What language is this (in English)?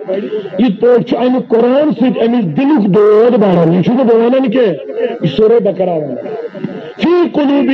Kashmiri